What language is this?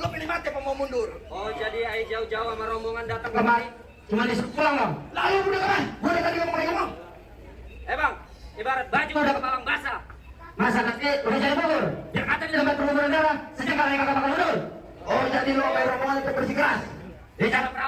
Betawi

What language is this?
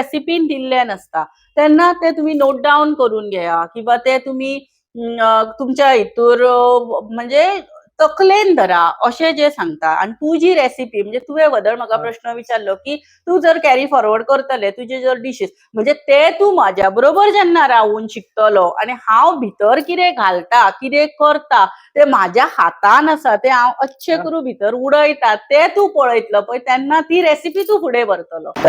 Konkani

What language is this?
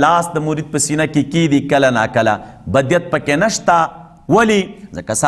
Pashto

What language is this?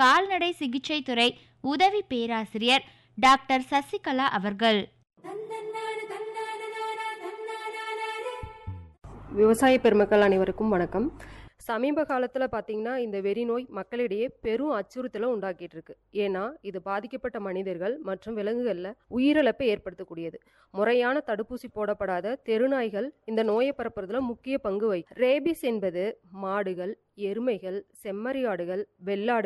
Tamil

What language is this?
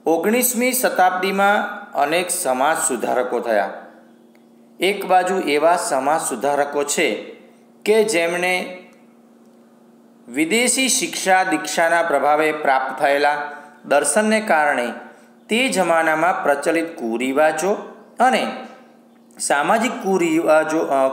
Gujarati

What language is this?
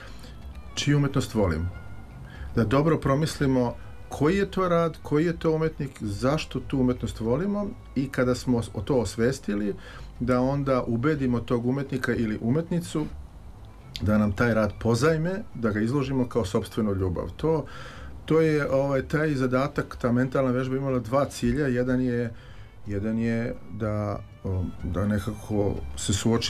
Serbian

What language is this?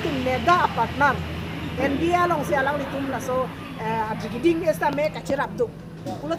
Karbi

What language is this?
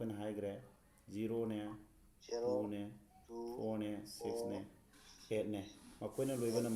Manipuri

